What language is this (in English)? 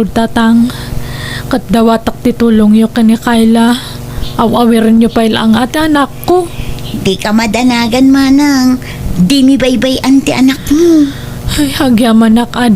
Iloko